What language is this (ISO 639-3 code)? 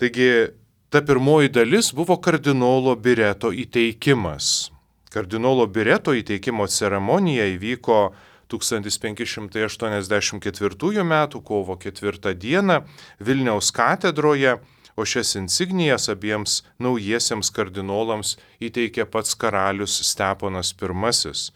lit